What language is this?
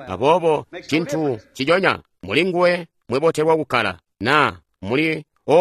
Tonga (Zambia)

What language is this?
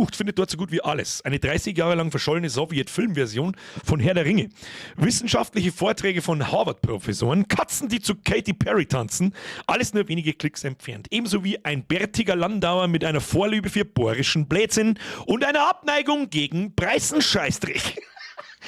Bavarian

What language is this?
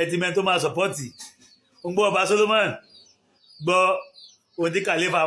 Yoruba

